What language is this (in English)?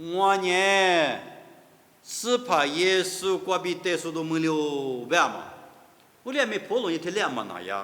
Lisu